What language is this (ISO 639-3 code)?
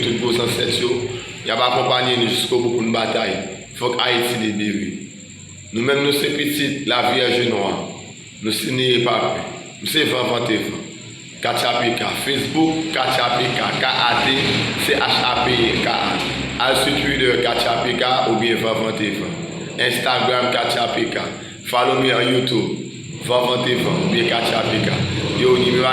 hat